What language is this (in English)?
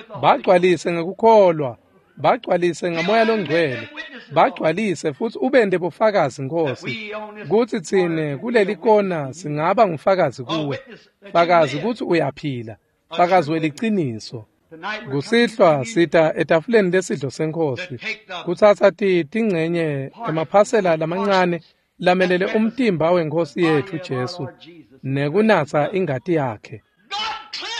Swati